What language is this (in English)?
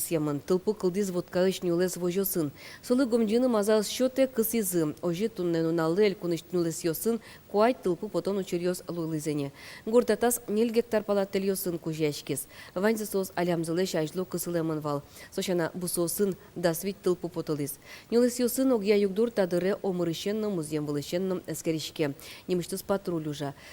Udmurt